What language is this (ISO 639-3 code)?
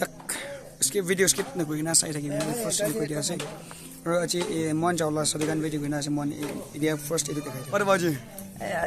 nag